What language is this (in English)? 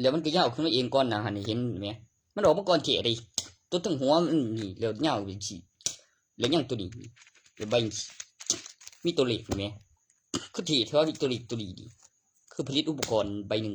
Northeastern Thai